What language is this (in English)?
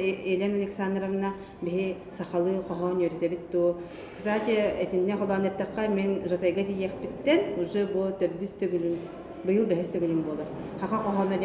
Yakut